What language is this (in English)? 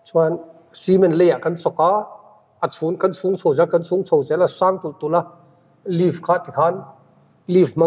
Mizo